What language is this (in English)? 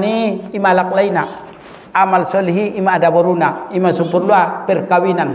Batak Mandailing